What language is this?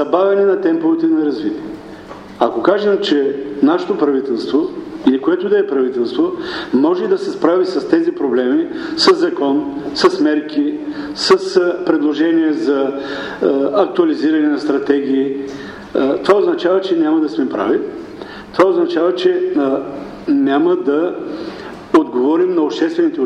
Bulgarian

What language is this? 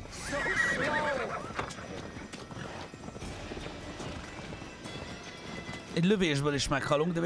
Hungarian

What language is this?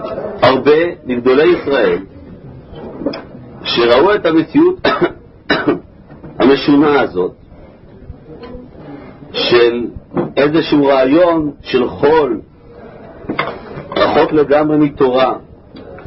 Hebrew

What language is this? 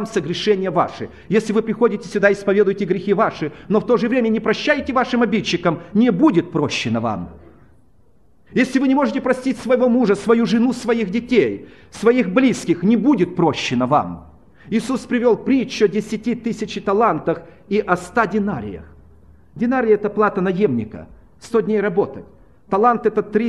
Russian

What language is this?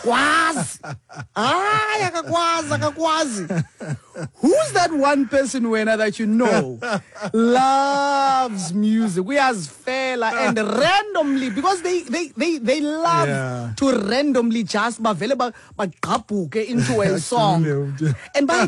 Xhosa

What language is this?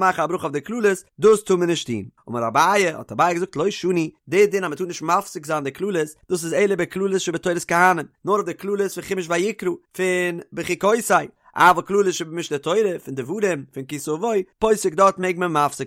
Yiddish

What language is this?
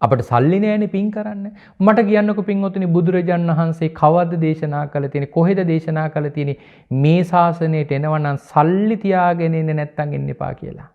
Sinhala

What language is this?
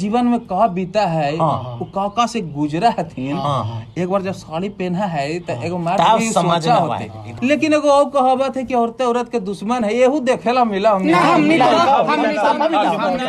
Magahi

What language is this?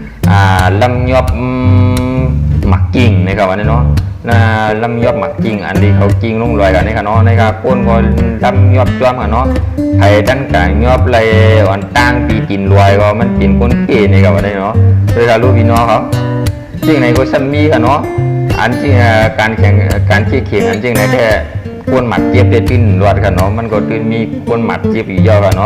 Shan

